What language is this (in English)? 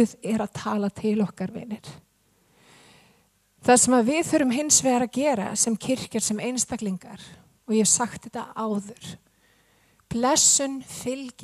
Icelandic